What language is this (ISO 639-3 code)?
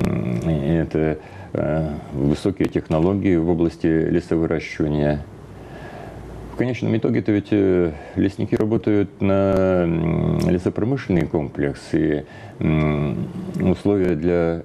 rus